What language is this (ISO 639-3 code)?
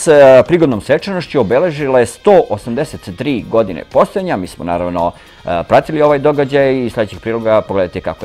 srp